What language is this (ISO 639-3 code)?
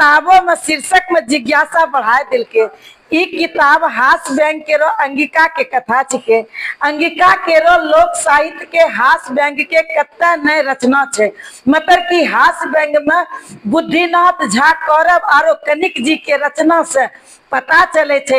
anp